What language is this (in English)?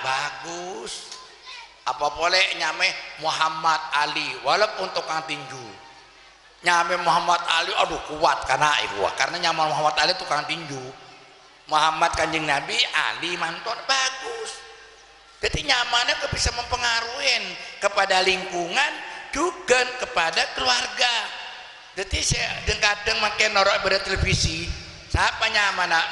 Madurese